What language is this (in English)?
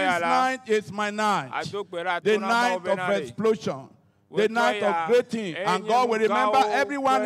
Ewe